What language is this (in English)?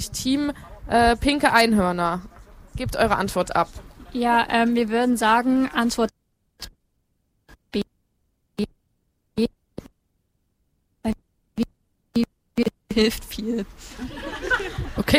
German